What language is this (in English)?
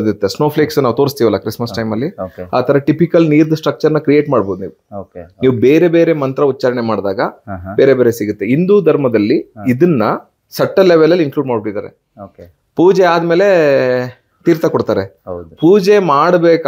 Kannada